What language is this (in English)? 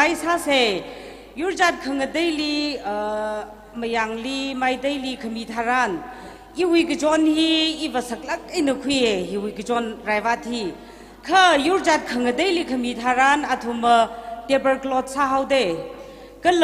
Tangkhul Naga (India)